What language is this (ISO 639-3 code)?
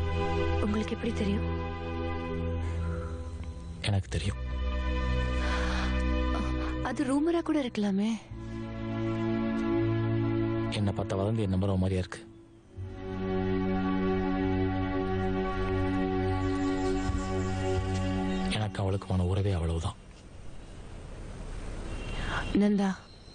tam